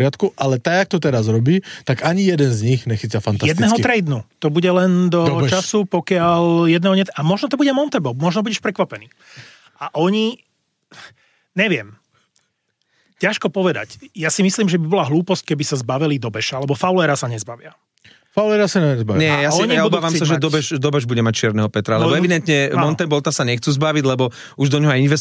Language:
Slovak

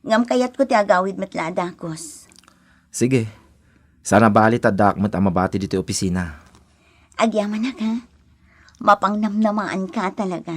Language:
Iloko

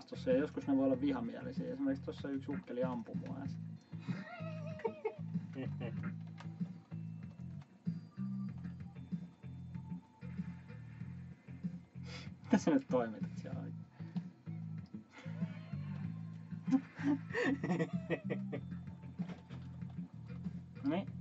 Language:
Finnish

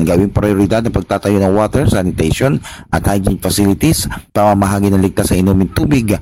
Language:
Filipino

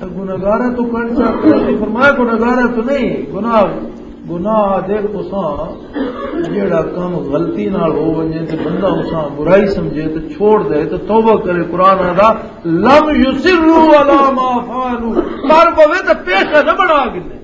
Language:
Western Panjabi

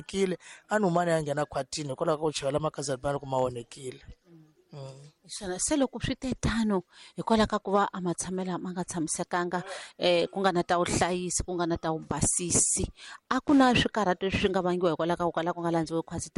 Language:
Tsonga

